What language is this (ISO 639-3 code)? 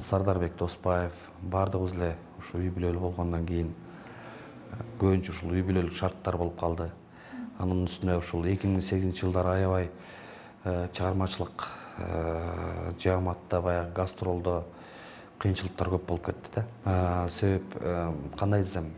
kir